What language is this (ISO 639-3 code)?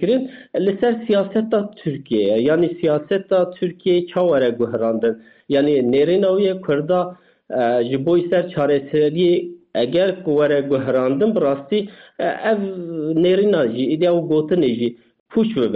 kur